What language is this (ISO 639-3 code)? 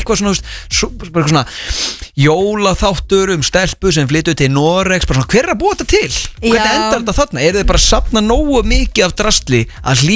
isl